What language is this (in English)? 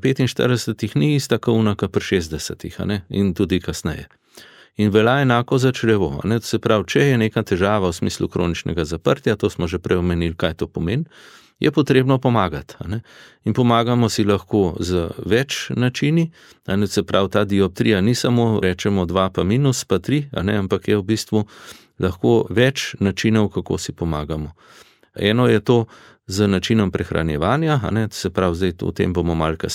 Slovenian